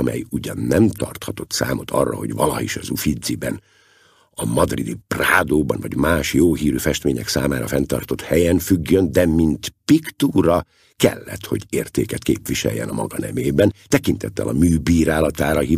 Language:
Hungarian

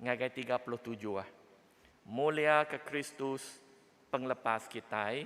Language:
Iban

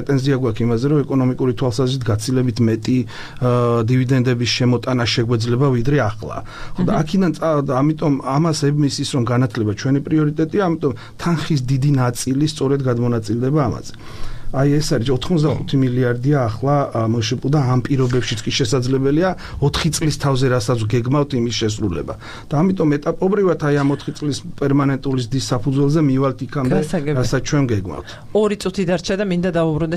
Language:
Georgian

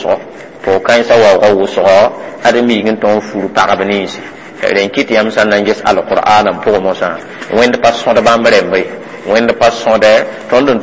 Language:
Mossi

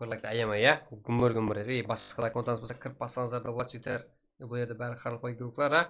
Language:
Kara-Kalpak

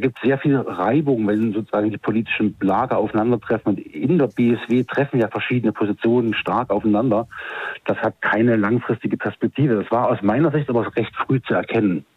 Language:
German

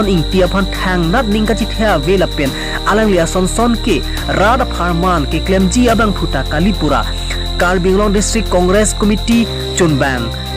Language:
Karbi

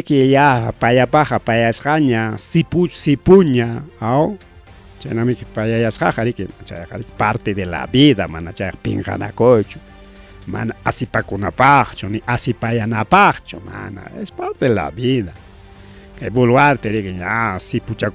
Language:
Ayacucho Quechua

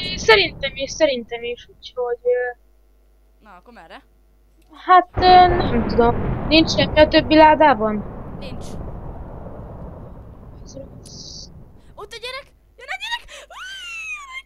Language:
Hungarian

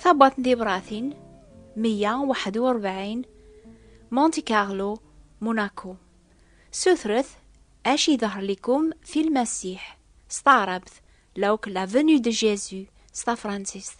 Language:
Kabyle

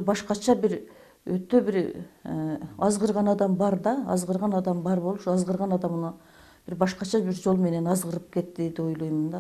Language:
Kyrgyz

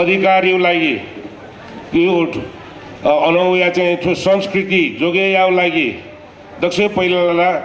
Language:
Newari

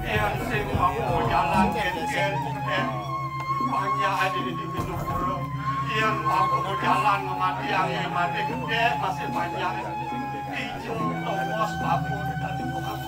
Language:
Balinese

